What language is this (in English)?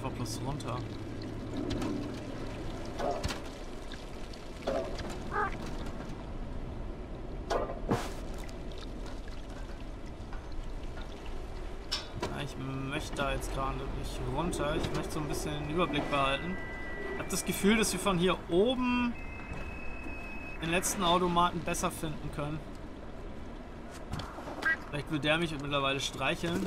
German